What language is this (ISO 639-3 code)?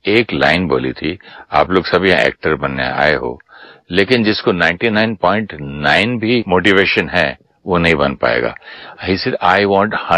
hin